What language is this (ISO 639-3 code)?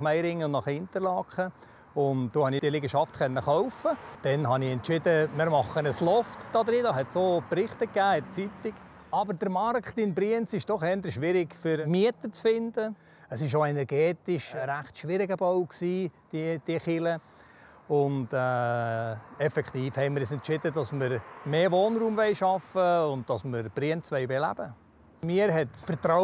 gsw